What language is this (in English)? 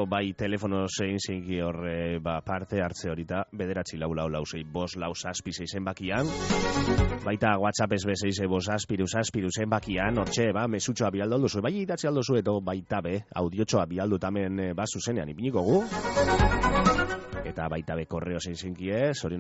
Basque